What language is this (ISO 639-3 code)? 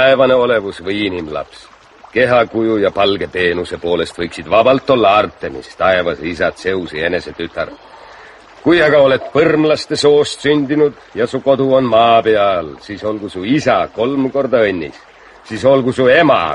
est